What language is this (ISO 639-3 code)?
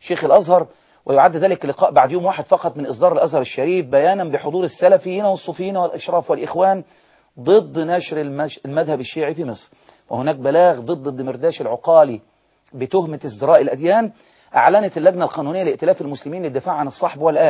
ara